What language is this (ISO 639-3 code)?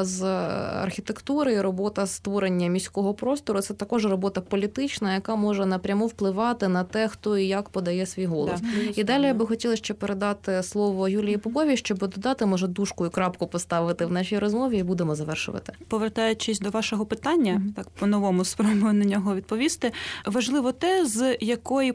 ukr